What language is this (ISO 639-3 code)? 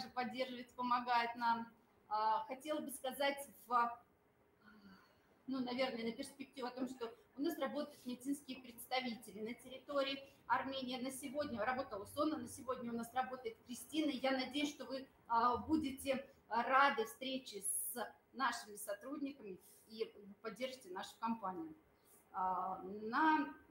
rus